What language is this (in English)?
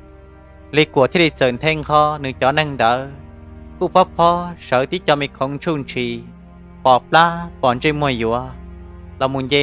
Hmong